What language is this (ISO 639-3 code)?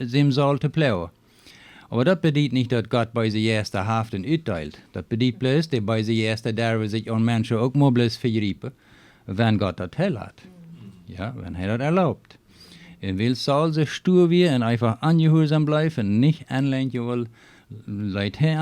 pdt